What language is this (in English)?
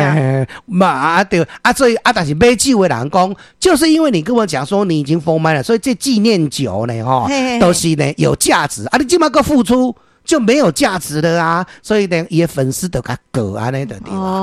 Min Nan Chinese